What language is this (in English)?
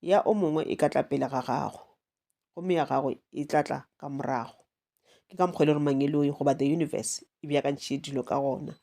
Northern Sotho